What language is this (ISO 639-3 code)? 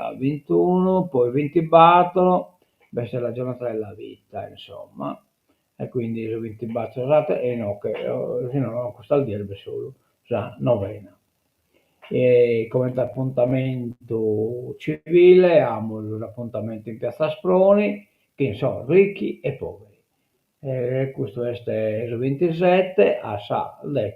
srd